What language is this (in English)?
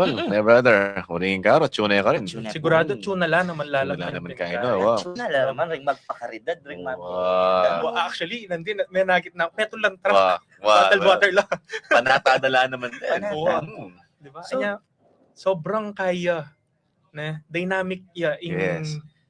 Pampanga